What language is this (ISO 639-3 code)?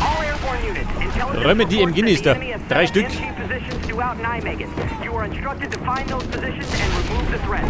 bar